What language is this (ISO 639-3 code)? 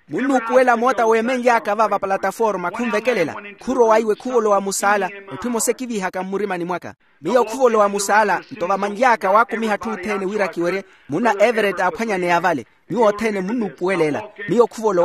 vmw